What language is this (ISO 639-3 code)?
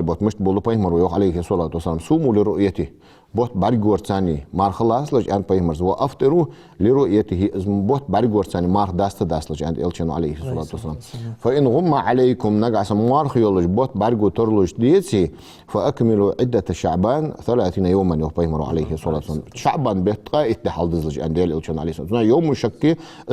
inh